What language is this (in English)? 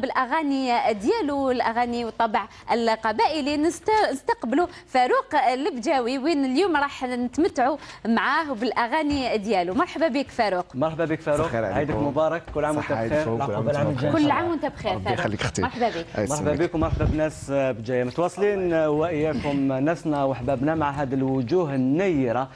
Algerian Arabic